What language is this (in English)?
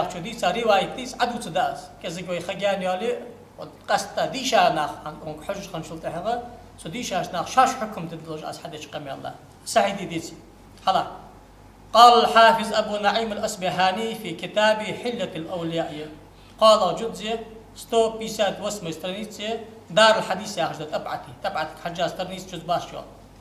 Ingush